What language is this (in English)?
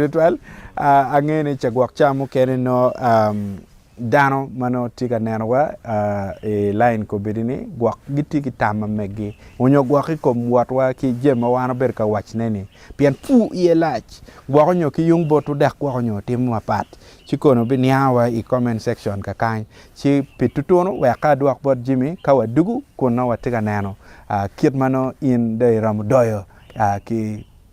Acoli